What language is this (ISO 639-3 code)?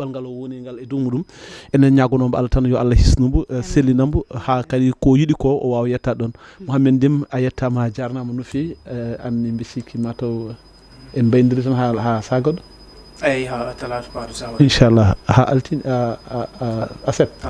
ful